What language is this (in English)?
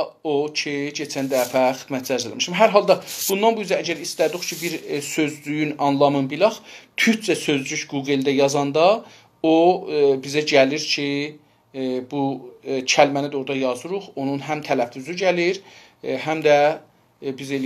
South Azerbaijani